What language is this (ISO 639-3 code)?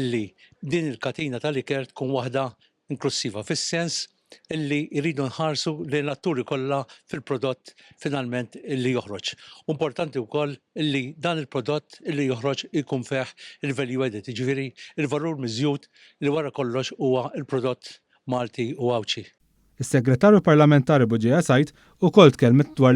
mlt